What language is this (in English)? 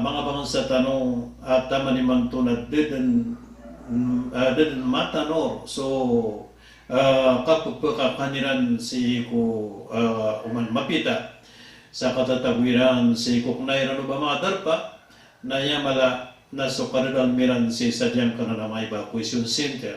Maranao